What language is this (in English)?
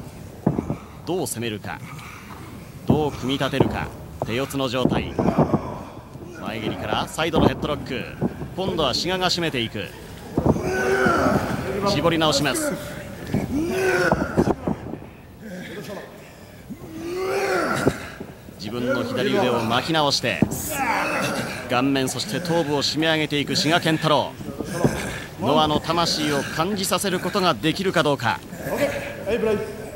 Japanese